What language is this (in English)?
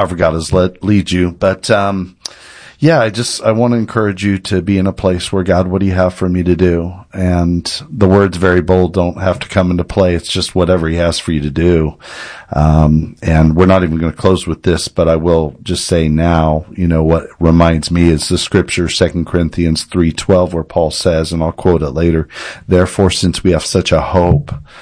English